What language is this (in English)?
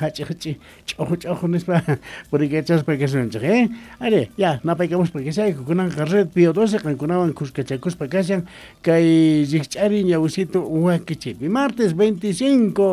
South Bolivian Quechua